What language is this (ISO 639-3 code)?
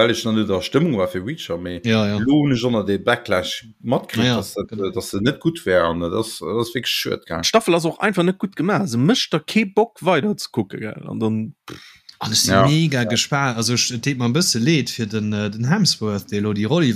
ltz